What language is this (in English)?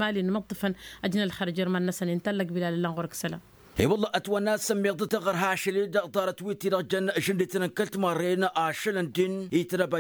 Tamasheq